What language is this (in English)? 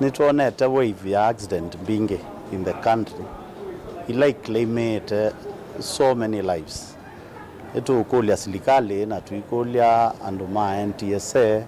Kamba